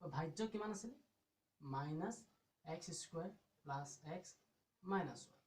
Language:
Assamese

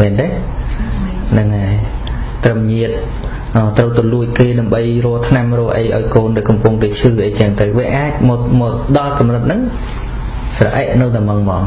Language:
Khmer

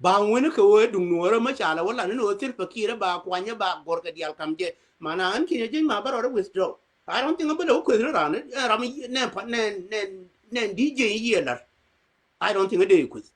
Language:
Nuer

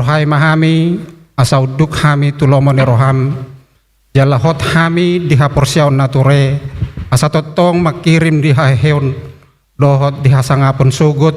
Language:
Batak Toba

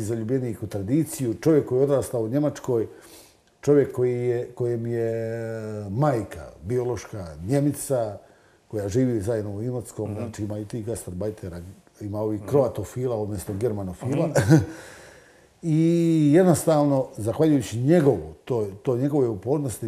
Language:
Croatian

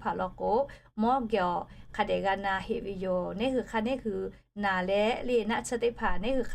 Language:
Lahu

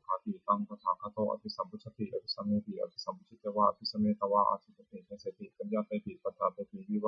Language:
Pali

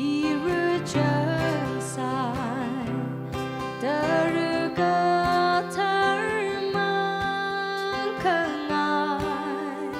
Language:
Tangkhul Naga (India)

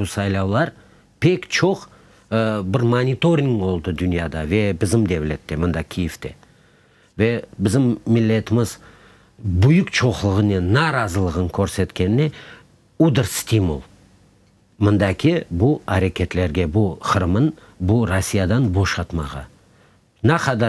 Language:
Crimean Tatar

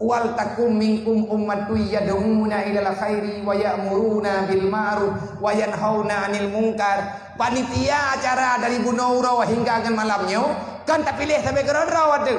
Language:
Achinese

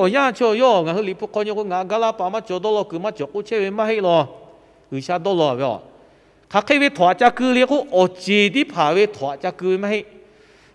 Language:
Lahu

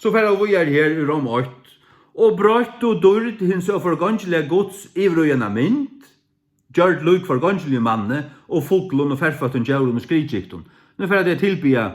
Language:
Faroese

